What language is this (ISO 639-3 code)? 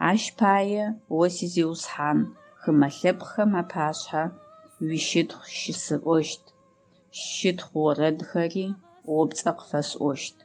ady